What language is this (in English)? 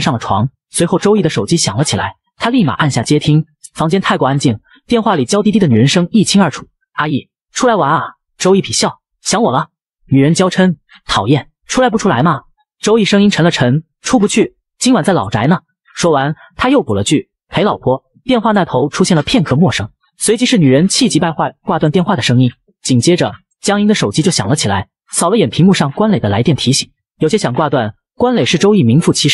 Chinese